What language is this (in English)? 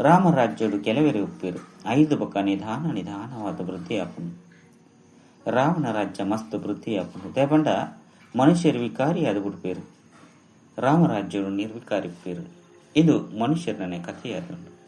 Tulu